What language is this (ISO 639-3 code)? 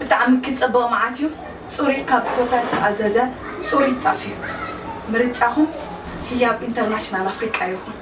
tir